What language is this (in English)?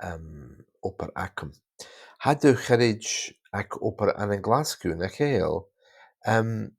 Scottish Gaelic